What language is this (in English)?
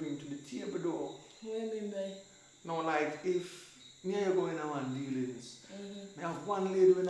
Jamaican Creole English